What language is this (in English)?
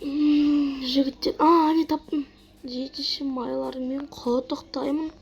Kazakh